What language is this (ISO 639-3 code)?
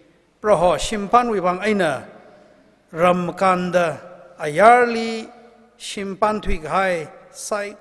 nmf